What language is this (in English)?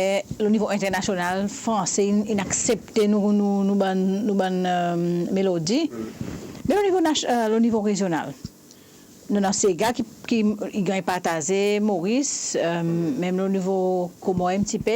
Seselwa Creole French